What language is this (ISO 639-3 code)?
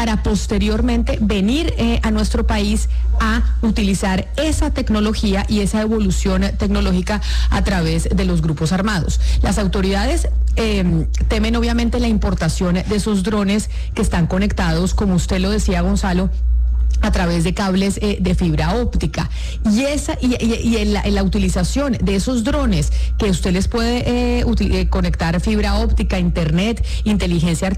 spa